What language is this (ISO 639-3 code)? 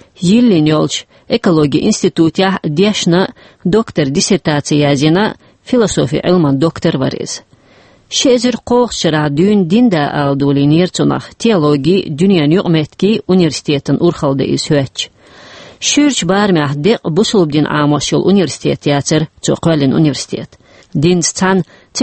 che